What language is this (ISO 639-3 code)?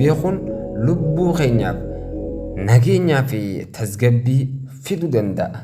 orm